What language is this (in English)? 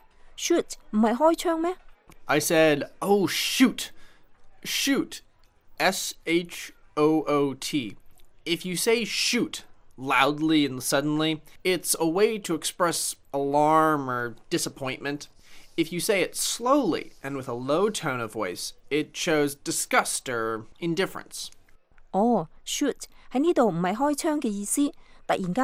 Cantonese